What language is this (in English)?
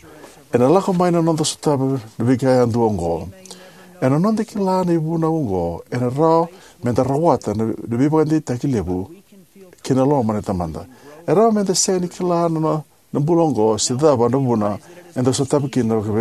Fijian